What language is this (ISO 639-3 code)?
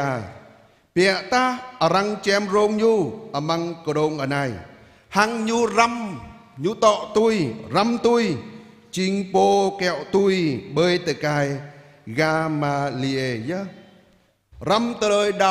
jra